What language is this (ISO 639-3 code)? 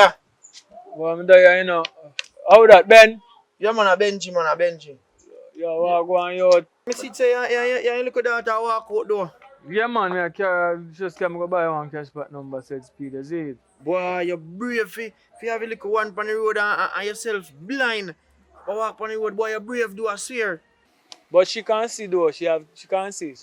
jam